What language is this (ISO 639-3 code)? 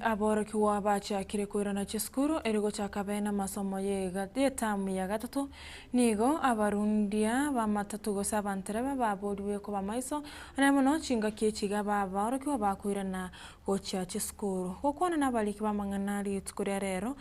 guz